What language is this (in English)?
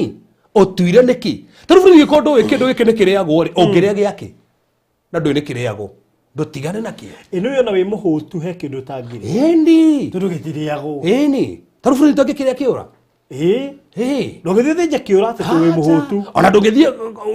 Kikuyu